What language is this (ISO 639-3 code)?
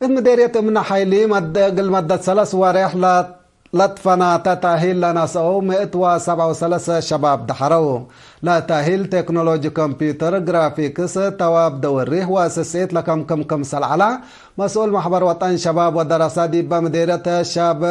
tig